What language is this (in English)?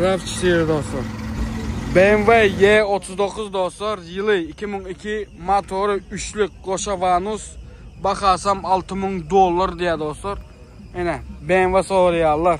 Turkmen